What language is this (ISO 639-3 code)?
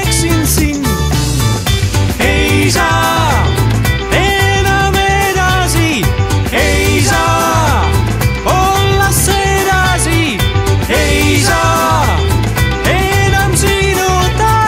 est